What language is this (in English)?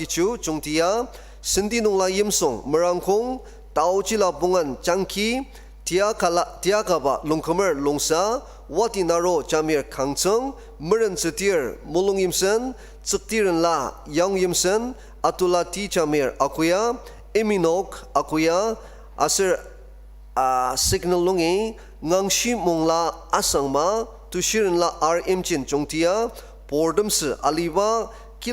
Ao Naga